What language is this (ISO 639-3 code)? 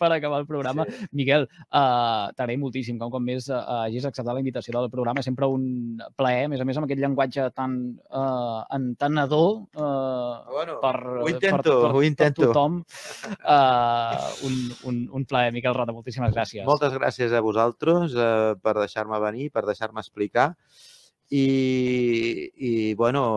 cat